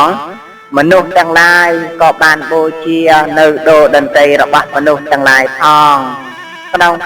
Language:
Khmer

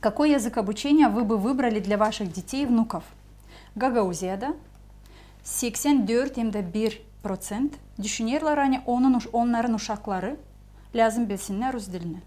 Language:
Gagauz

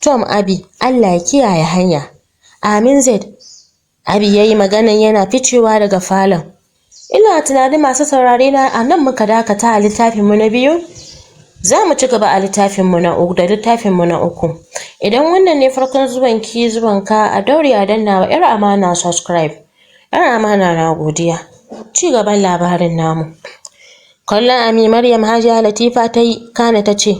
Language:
Hausa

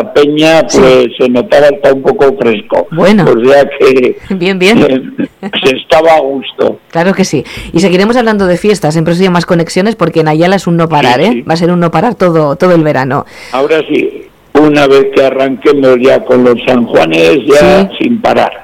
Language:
Spanish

